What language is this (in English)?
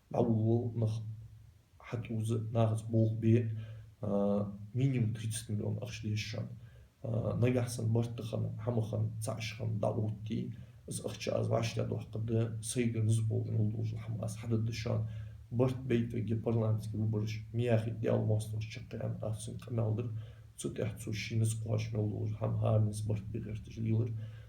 Ingush